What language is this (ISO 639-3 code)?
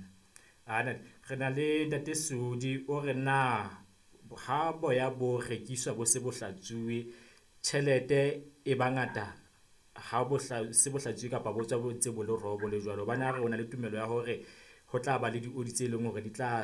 sot